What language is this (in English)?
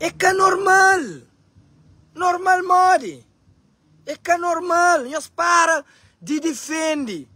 Kabuverdianu